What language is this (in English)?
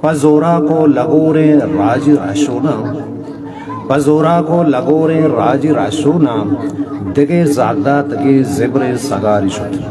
Eastern Balochi